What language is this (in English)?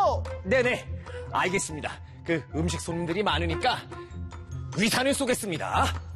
Korean